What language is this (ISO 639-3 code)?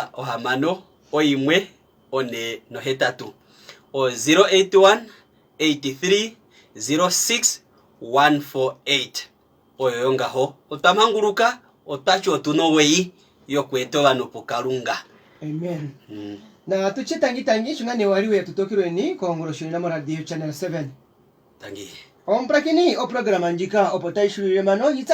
kua